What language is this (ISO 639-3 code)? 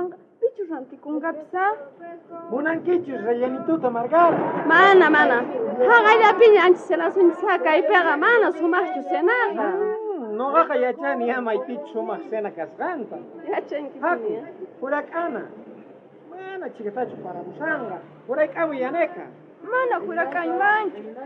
quh